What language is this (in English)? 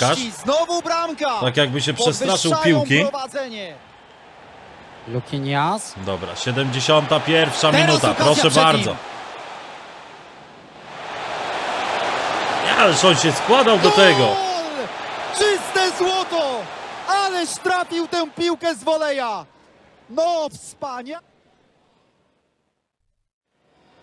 Polish